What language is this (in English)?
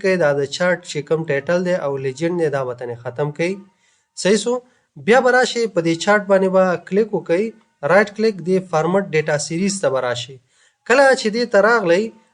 Pashto